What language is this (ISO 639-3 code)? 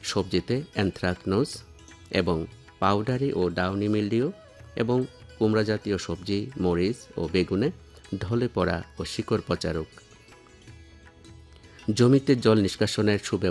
ben